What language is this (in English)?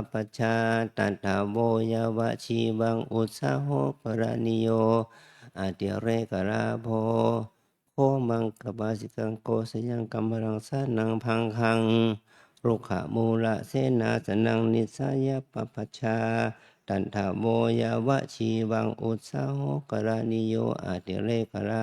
Pali